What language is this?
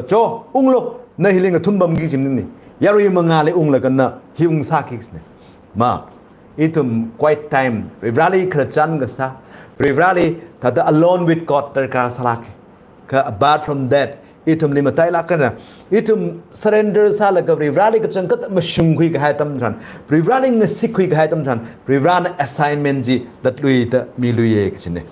Tangkhul Naga (India)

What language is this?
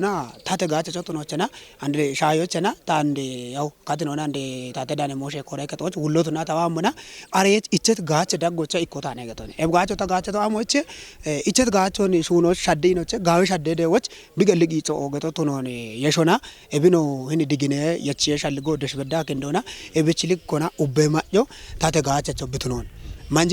Kafa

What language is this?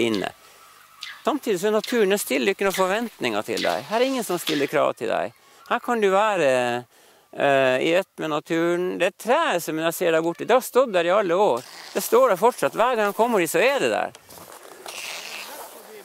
Norwegian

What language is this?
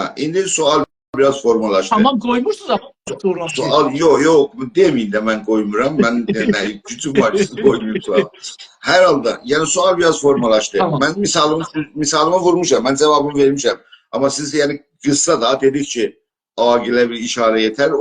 South Azerbaijani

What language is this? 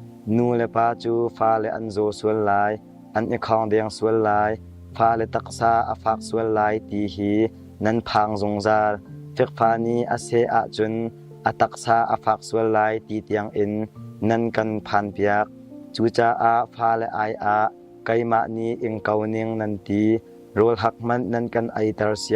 Hakha Chin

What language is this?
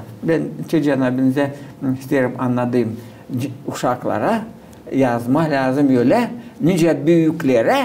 Gagauz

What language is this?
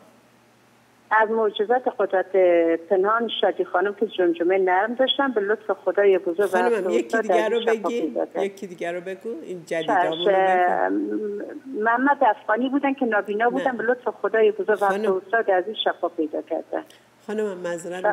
Persian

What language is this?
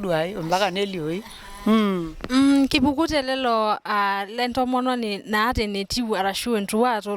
Masai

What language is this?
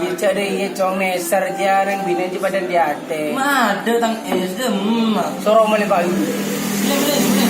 Madurese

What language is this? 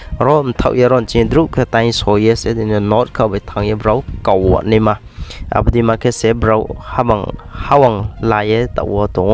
Riang (India)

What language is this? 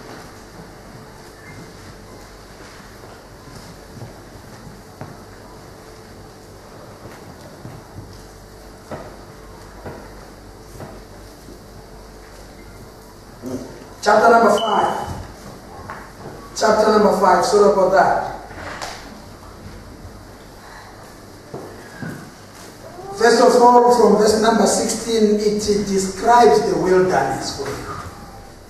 English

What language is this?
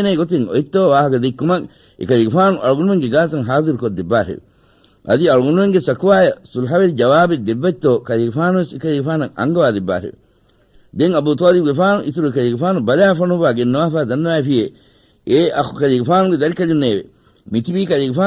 Divehi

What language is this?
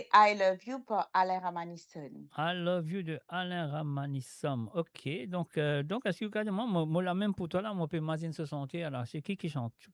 Morisyen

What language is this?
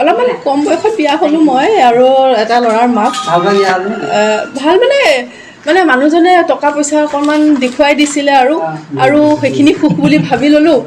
Assamese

